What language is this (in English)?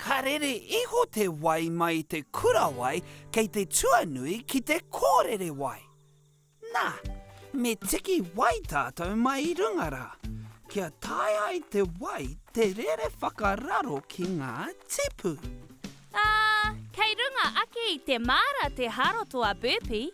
Māori